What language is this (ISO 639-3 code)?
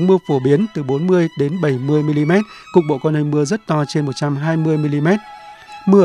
vie